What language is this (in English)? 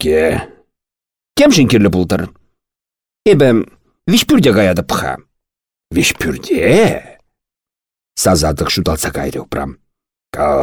Chuvash